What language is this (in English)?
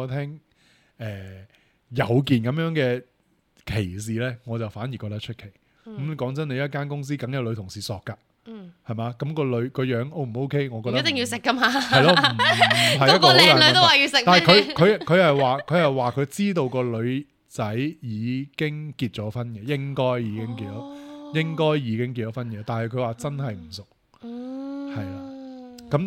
Cantonese